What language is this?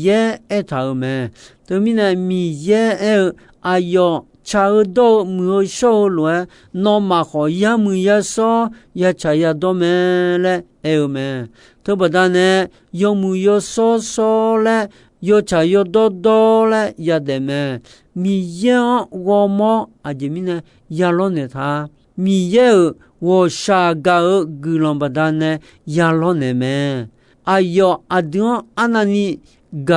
Akha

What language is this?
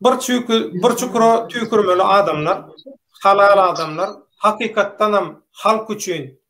Turkmen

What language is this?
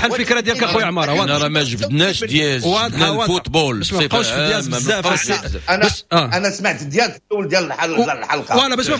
Moroccan Arabic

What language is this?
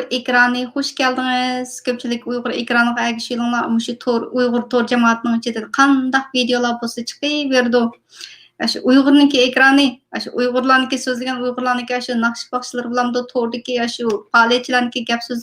Uyghur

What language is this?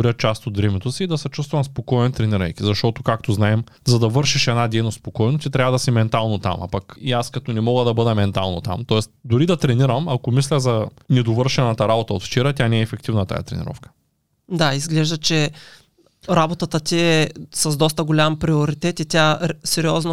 Bulgarian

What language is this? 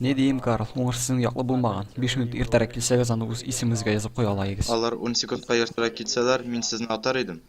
Tatar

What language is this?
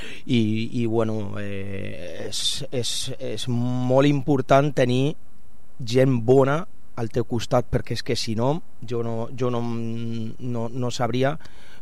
Catalan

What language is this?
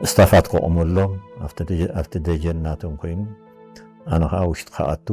Tigrinya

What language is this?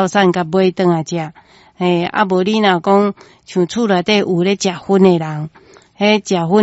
Min Nan Chinese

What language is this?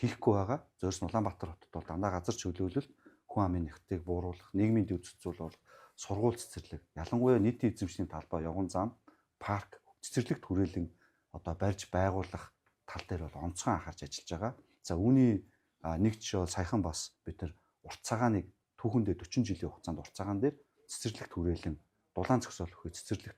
Mongolian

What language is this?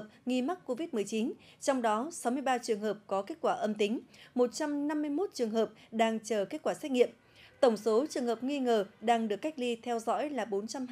Vietnamese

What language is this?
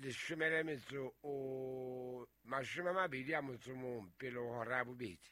Southern Sotho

